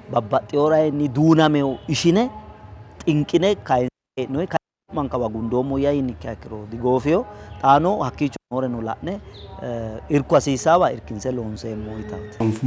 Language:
Sidamo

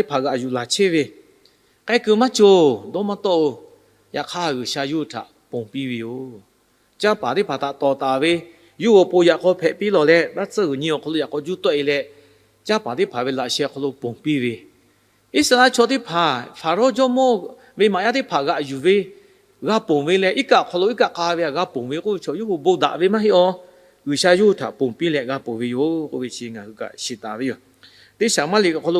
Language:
Lahu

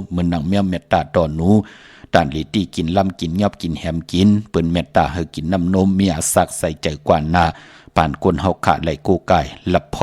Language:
Shan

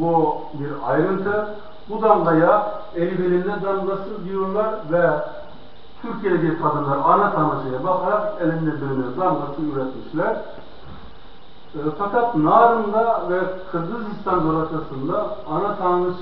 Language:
Turkish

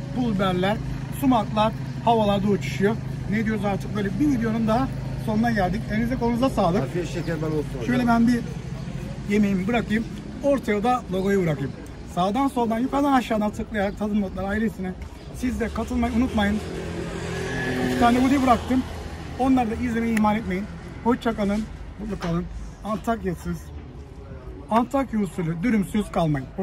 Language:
Turkish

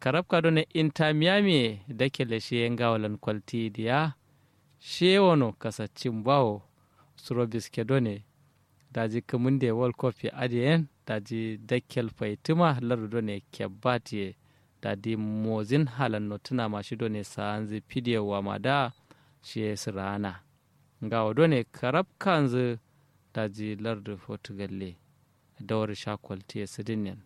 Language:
Kanuri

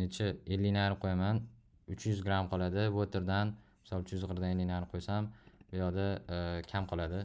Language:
Uzbek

